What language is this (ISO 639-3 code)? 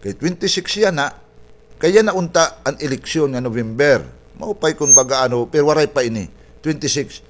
war